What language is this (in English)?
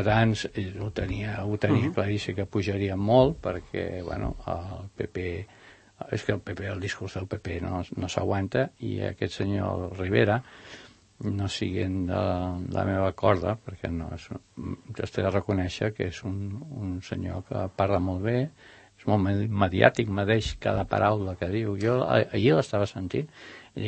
Catalan